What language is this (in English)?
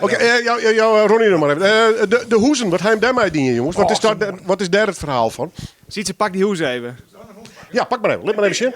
Western Frisian